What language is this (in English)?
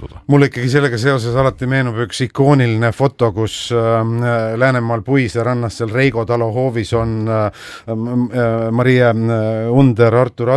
Estonian